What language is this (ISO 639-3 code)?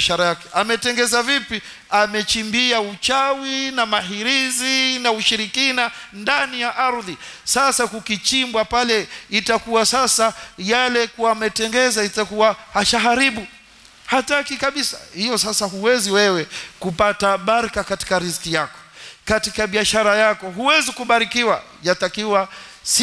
swa